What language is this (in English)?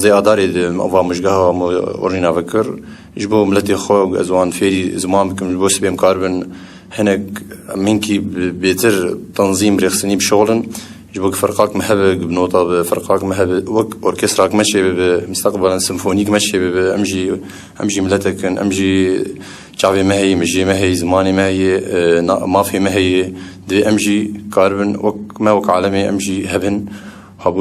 Kurdish